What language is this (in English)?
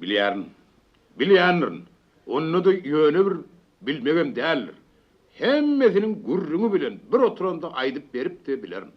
Turkmen